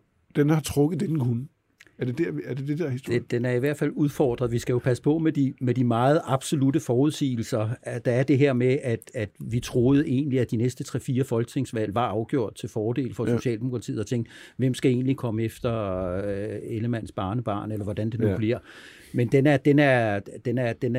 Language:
Danish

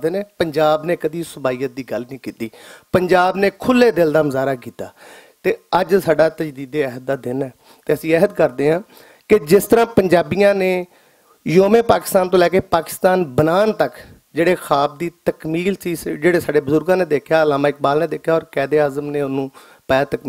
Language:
Western Panjabi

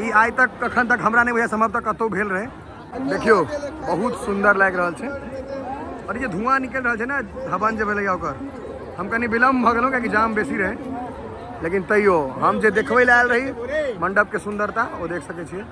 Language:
Maithili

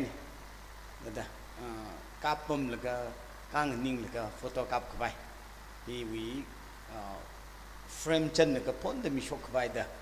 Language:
Tangkhul Naga (India)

